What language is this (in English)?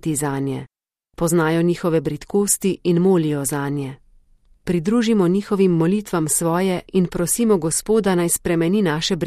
Slovenian